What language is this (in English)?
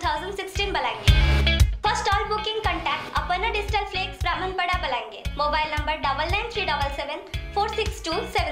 Odia